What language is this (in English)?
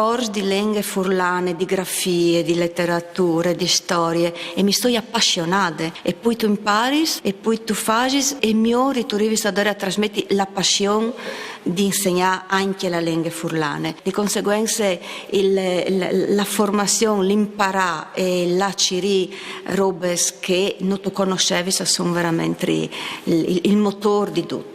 Friulian